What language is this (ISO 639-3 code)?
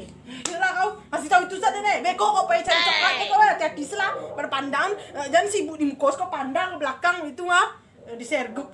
min